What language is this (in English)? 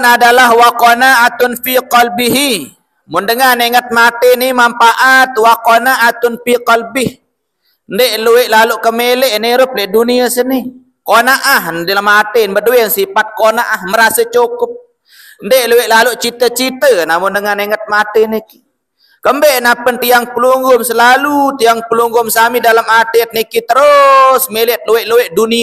Sasak